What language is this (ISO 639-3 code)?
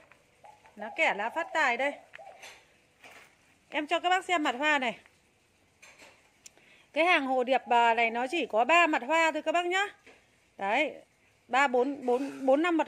vie